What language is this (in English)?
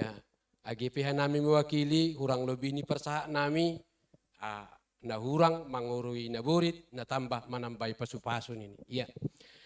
Batak Simalungun